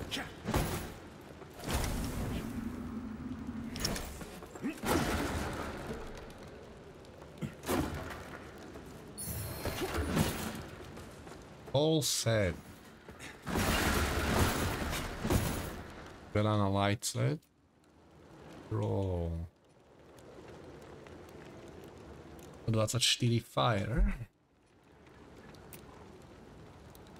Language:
Slovak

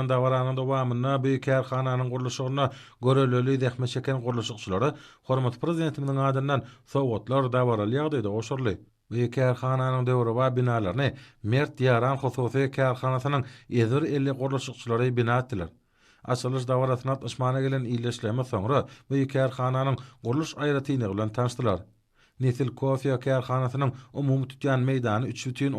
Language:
Turkmen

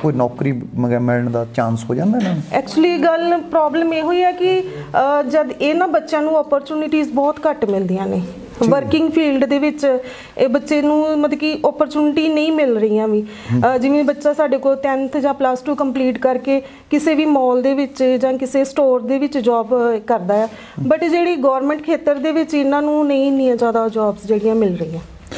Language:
Punjabi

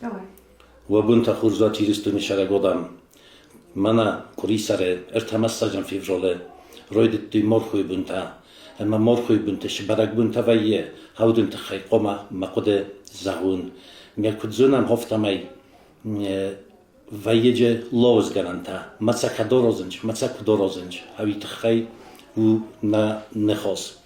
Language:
Ossetic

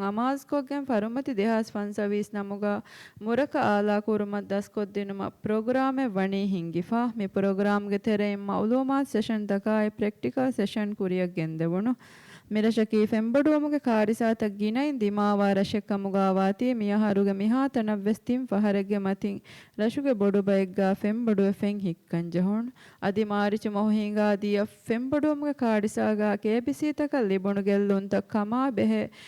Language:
Divehi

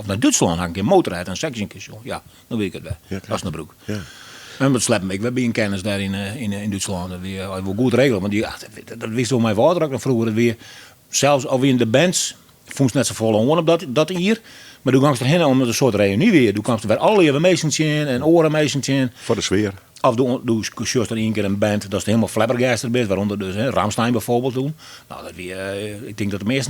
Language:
Western Frisian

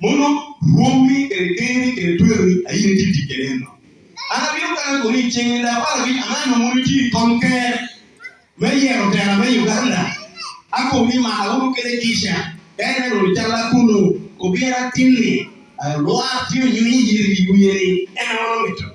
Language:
Lango (Uganda)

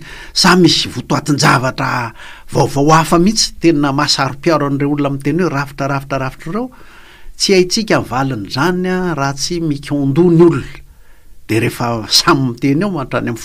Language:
Malagasy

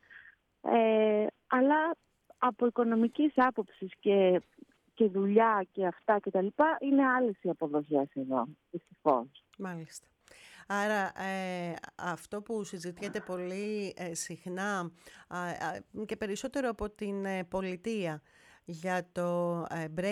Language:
Greek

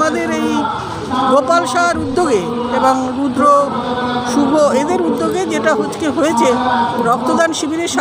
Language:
Bangla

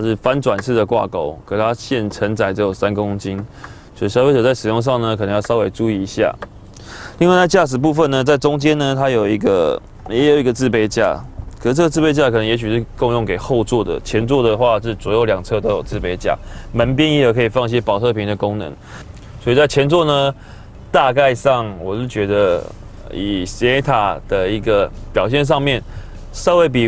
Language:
Chinese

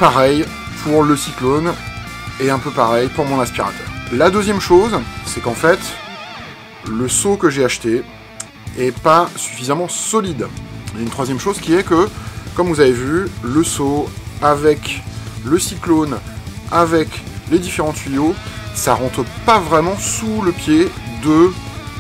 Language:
French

